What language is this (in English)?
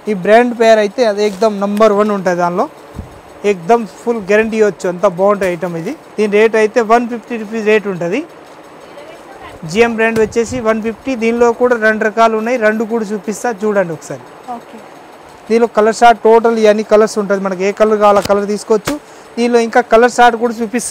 Telugu